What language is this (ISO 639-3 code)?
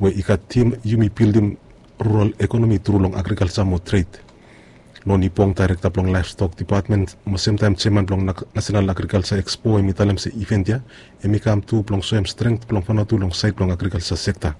bis